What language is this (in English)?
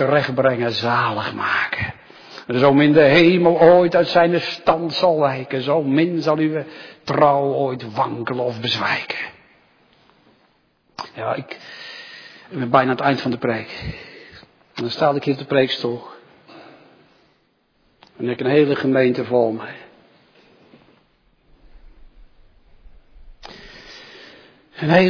Dutch